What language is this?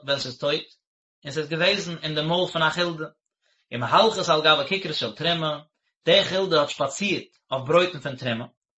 Yiddish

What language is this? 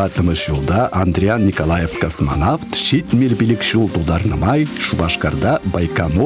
Chuvash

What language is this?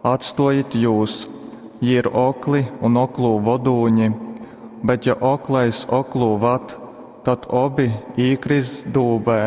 Latgalian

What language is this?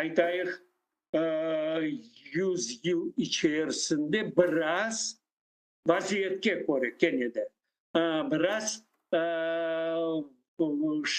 Crimean Tatar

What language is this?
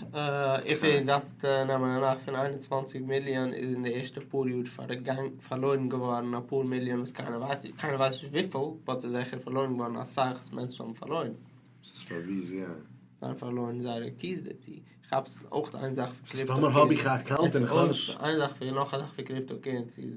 Yiddish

